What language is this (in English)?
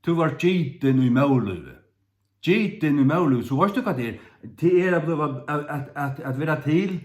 Faroese